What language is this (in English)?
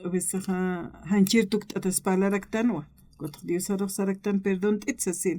Aymara